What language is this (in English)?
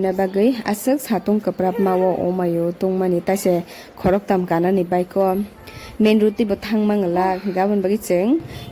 Kok Borok